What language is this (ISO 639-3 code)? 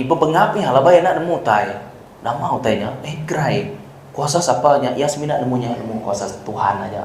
iba